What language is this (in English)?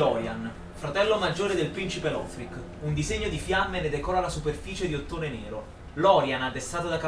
Italian